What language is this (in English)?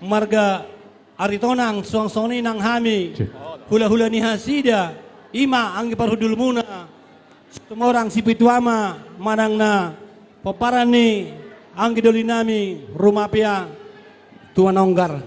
Batak Toba